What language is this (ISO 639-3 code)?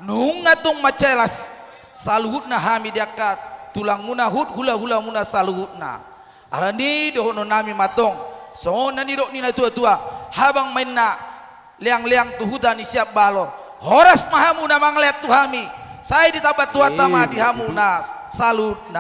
bbc